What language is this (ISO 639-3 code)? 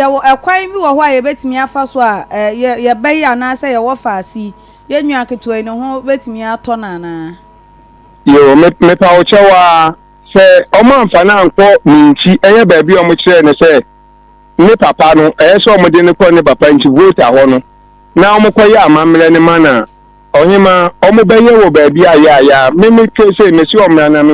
aka